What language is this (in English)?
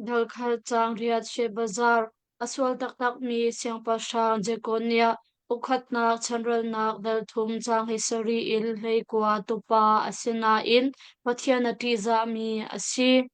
Hakha Chin